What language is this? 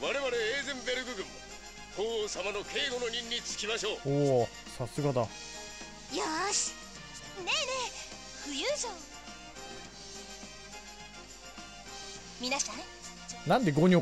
Japanese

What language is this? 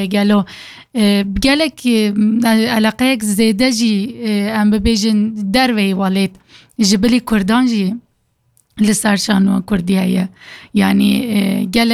Kurdish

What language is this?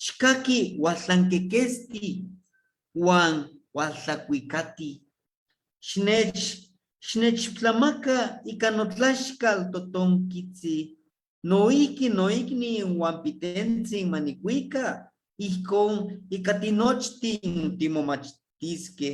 Eastern Huasteca Nahuatl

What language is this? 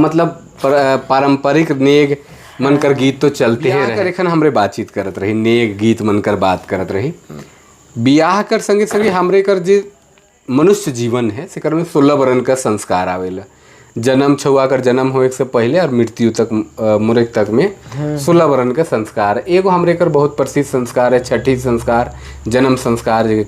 Sadri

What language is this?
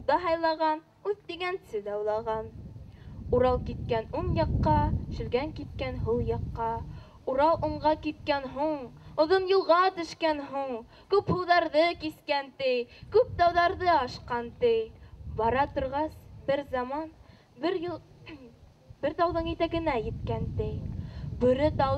Bashkir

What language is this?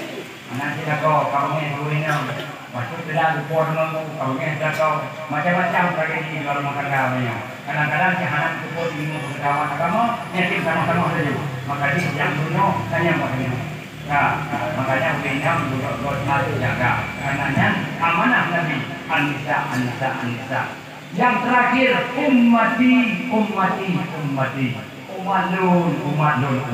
Achinese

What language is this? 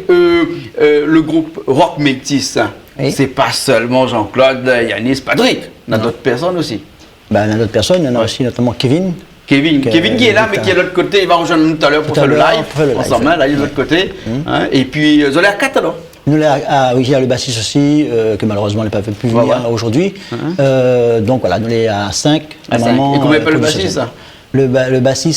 Réunion Creole French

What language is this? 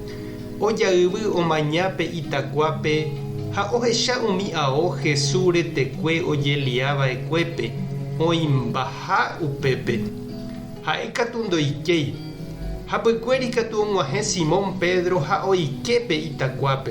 Guarani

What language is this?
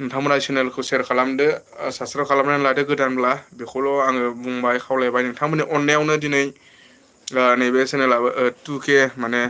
Bodo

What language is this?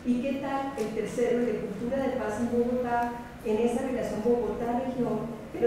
Spanish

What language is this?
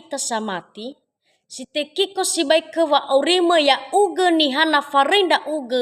Nias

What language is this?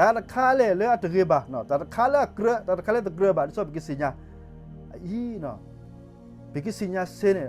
S'gaw Karen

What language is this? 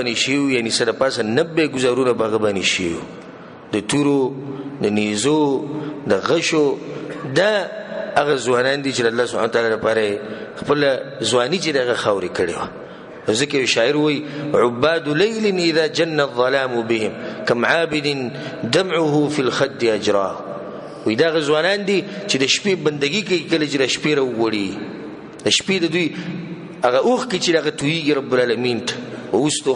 Pashto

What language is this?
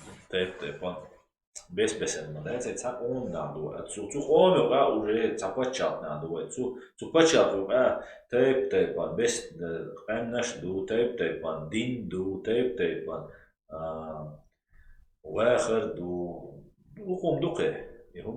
Chechen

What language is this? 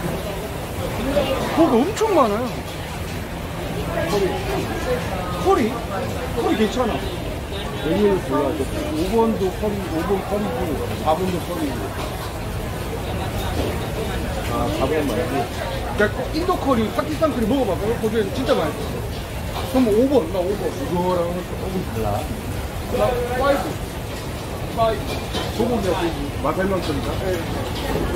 Korean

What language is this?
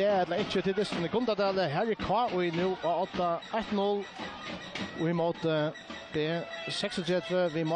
Faroese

